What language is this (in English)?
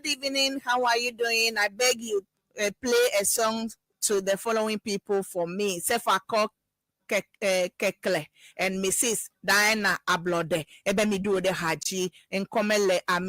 Ewe